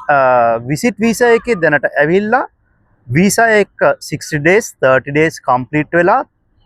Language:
Sinhala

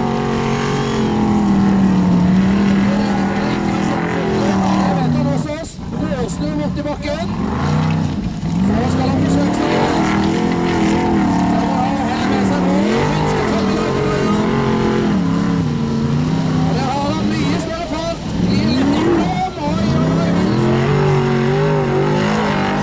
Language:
Norwegian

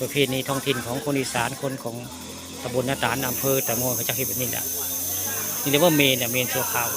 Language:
Northeastern Thai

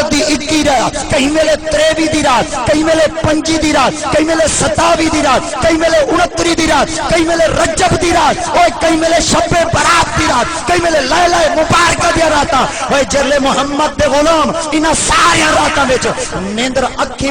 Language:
Saraiki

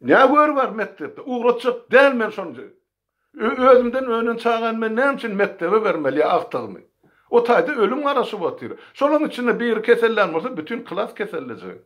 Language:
Turkmen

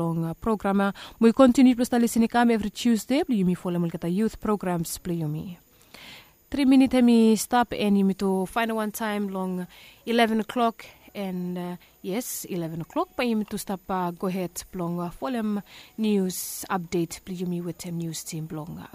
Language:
Bislama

